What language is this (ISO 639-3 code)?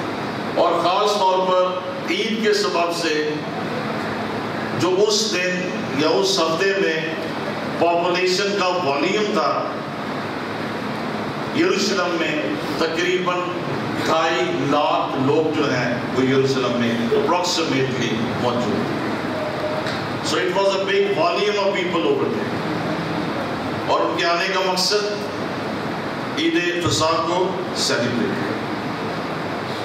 urd